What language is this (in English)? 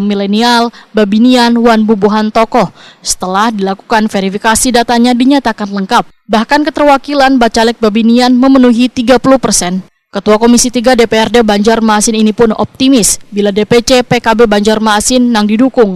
Banjar